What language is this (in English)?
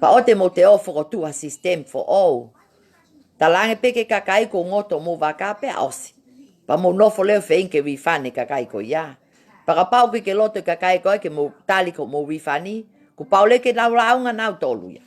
Tongan